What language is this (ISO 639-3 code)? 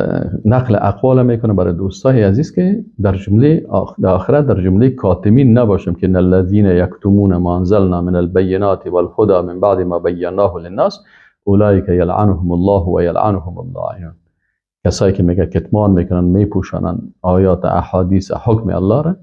fas